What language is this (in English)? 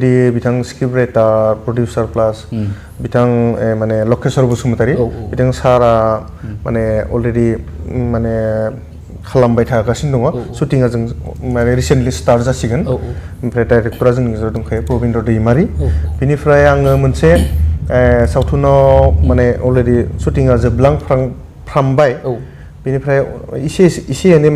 Bodo